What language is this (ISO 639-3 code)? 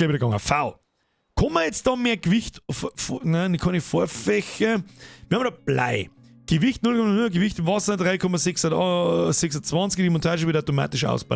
bar